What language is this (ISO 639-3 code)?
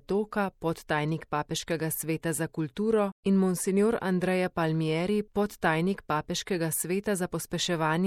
slv